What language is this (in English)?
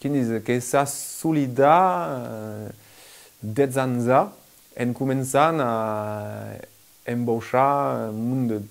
Occitan